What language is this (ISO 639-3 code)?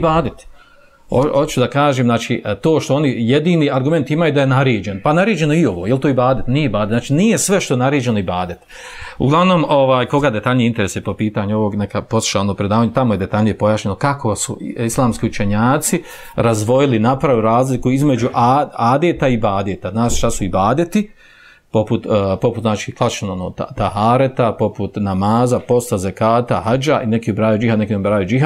bos